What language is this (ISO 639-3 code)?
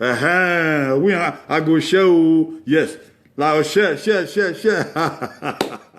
bin